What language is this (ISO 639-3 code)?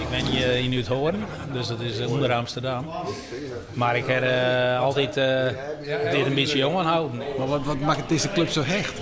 fry